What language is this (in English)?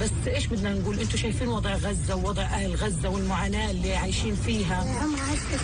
North Levantine Arabic